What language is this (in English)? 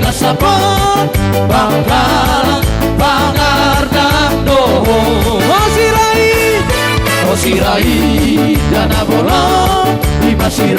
Batak Toba